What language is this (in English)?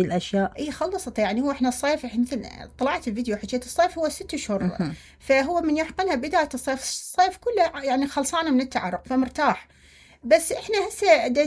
Mesopotamian Arabic